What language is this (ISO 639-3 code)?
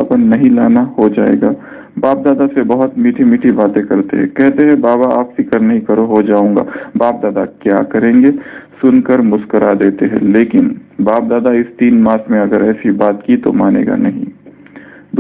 hin